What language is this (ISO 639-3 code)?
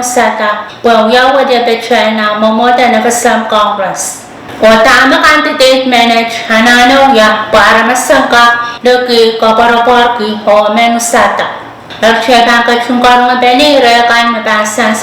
pon